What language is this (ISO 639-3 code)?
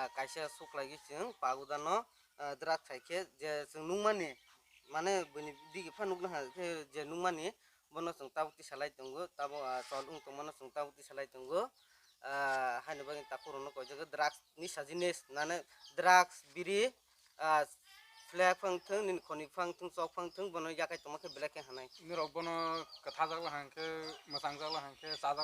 trp